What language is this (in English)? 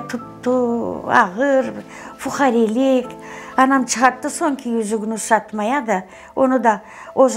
Crimean Tatar